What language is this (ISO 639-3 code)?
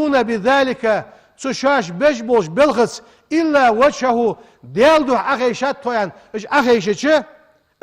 inh